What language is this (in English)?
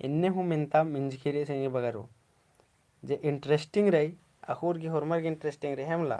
Kurukh